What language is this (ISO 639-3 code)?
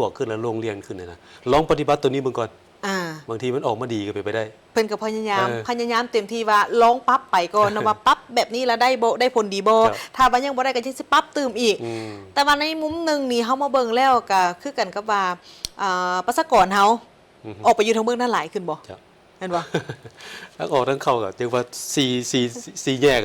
lao